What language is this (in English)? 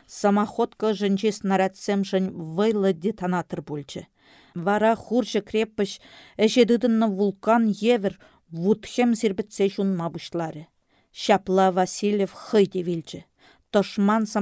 Chuvash